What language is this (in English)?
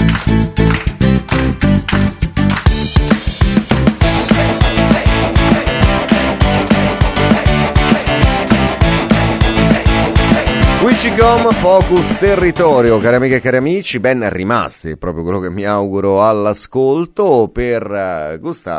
Italian